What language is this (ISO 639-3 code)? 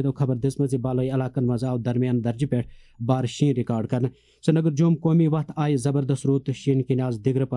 kas